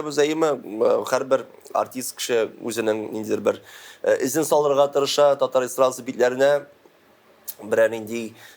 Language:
Tatar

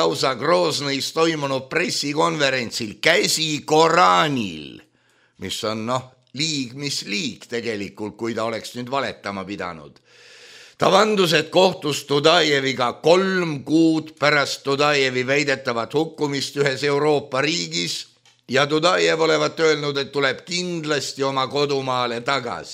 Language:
Estonian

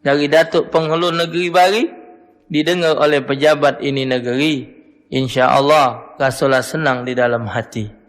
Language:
Musi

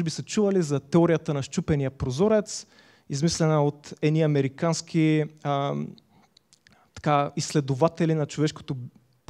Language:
Bulgarian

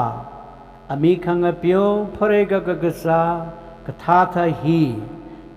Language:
Tangkhul Naga (India)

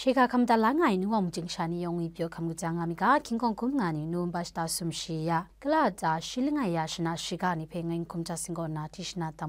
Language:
Kachin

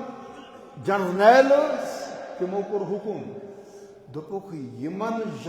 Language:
Kashmiri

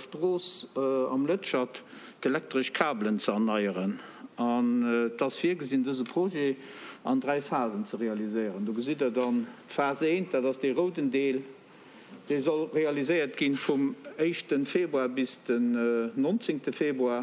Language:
Luxembourgish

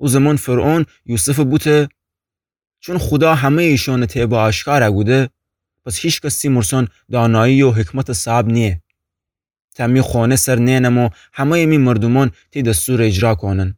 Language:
Gilaki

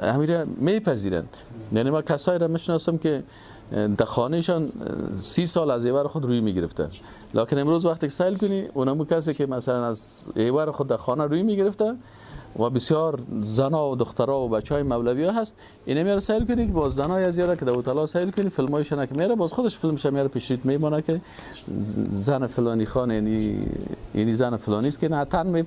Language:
Persian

